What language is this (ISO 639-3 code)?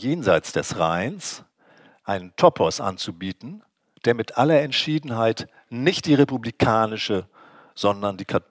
deu